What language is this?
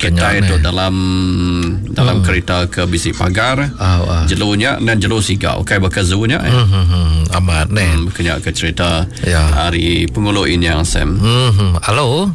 Iban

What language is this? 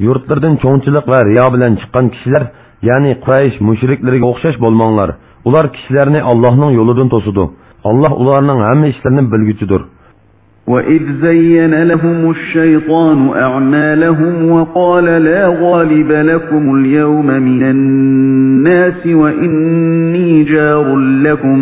Uyghur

